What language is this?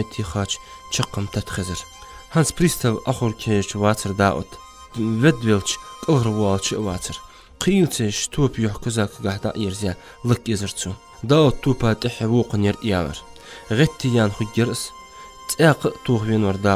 Ingush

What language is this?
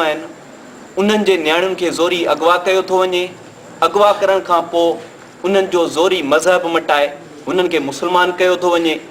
Sindhi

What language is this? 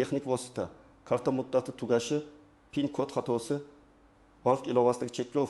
Uzbek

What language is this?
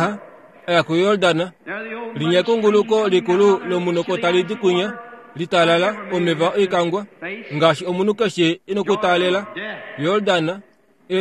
Kuanyama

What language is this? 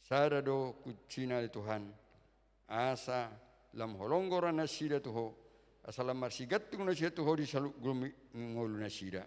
Batak Toba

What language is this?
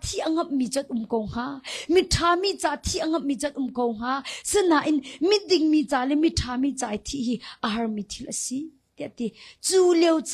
Hakha Chin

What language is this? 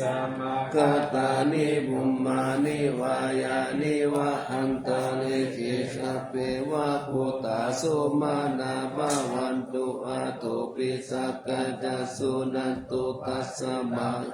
Pali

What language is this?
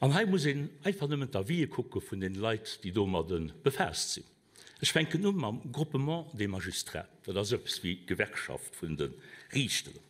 Luxembourgish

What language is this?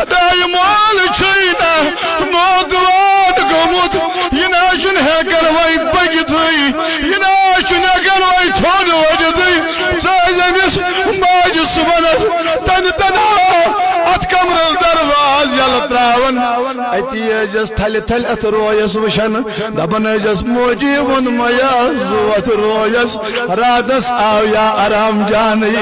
Kashmiri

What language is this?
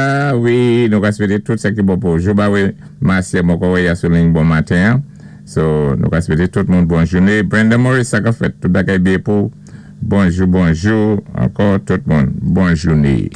Saint Lucian Creole French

